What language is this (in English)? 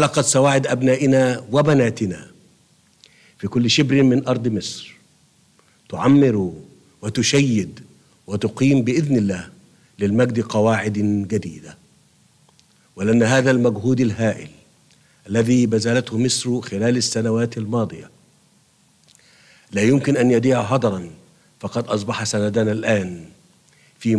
Egyptian Arabic